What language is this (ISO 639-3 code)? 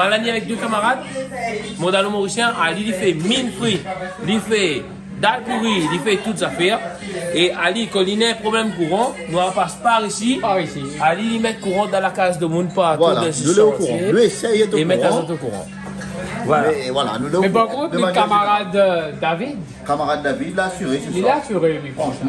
rcf